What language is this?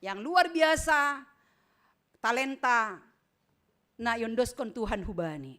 Batak Simalungun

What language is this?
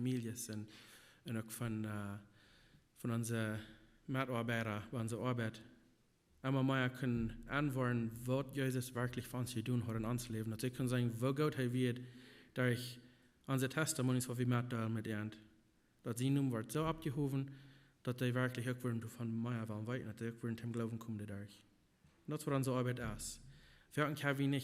Plautdietsch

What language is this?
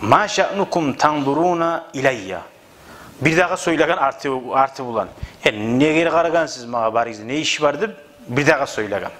Kumyk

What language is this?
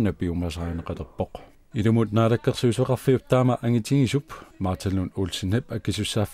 Kalaallisut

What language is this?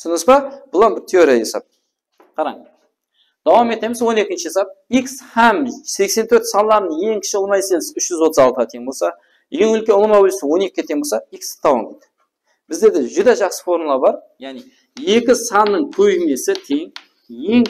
Kara-Kalpak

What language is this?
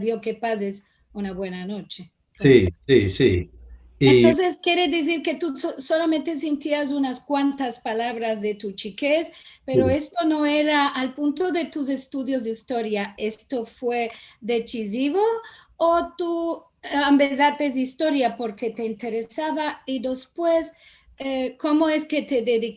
Ladino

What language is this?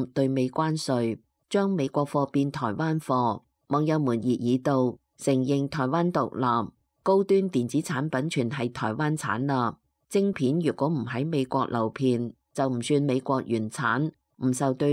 Cantonese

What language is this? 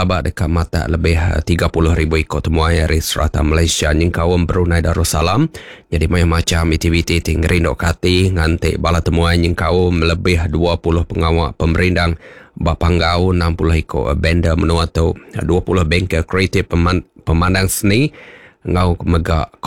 Iban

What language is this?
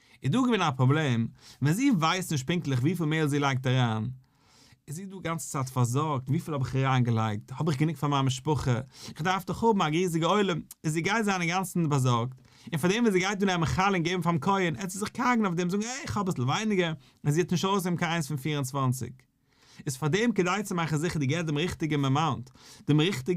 Yiddish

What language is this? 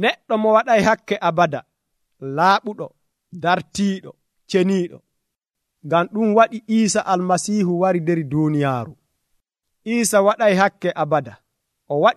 Nigerian Fulfulde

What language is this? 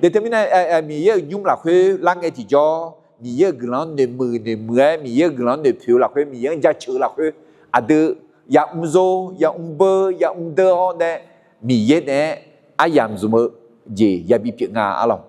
Akha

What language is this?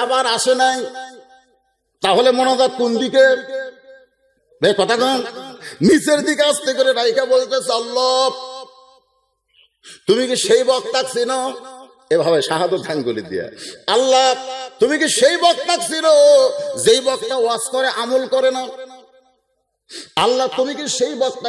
Bangla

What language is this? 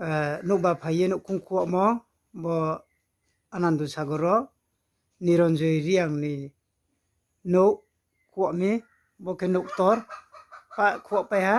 Riang (India)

